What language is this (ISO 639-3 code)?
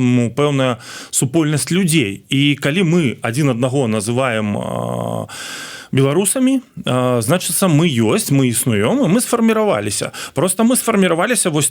bel